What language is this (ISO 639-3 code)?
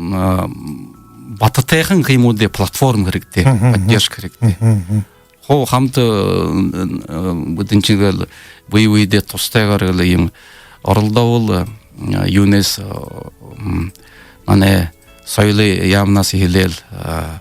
bua